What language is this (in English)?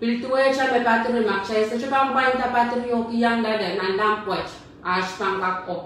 Pohnpeian